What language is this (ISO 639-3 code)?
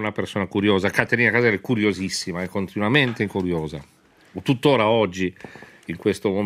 ita